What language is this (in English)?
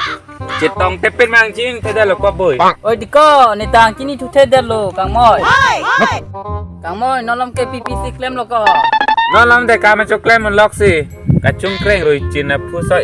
Karbi